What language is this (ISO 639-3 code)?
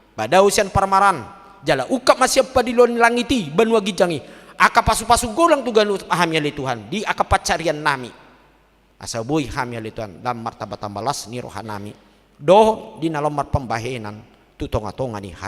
bbc